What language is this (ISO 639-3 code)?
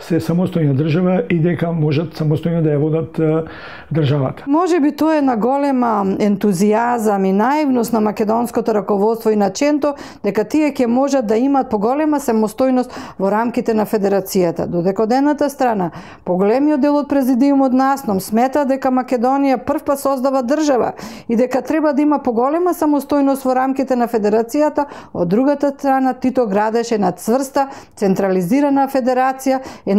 mkd